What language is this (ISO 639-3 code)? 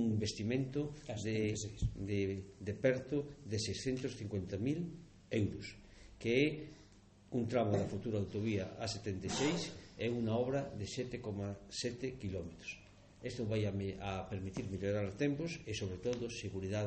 glg